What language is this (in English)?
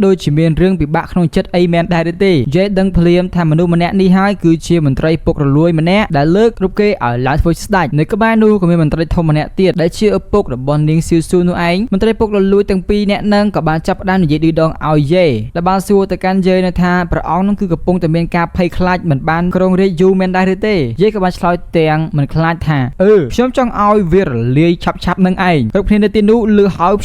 Khmer